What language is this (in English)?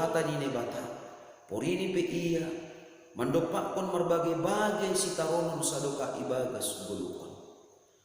Batak Simalungun